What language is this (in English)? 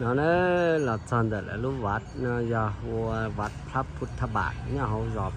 Hmong